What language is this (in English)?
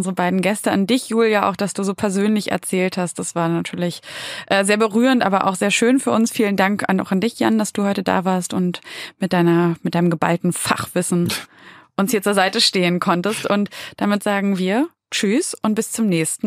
German